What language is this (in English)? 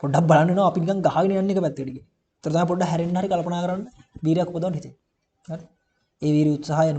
Sinhala